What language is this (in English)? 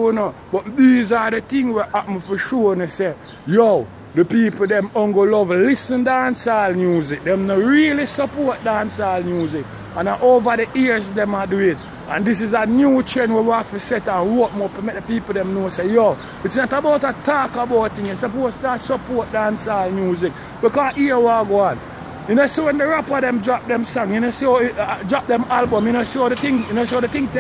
Jamaican Creole English